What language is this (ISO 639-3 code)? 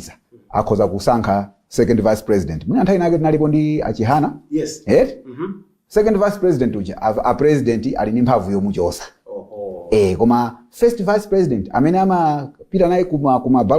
nya